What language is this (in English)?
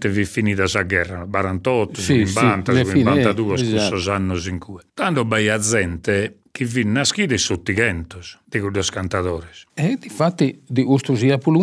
Sardinian